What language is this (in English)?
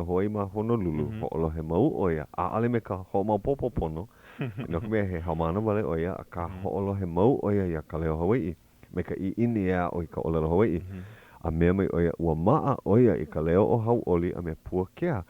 Hawaiian